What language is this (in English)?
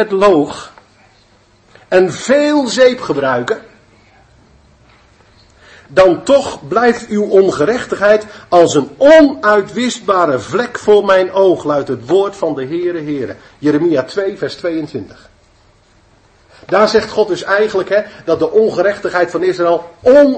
Dutch